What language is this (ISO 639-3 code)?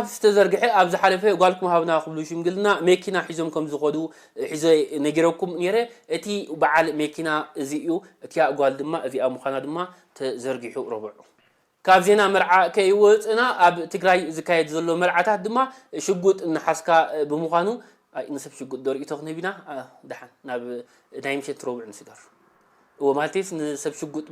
tir